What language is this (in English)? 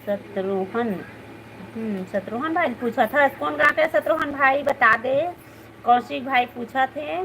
Chhattisgarhi